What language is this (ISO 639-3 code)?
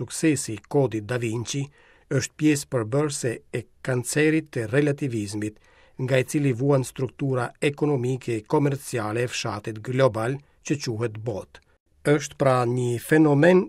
sqi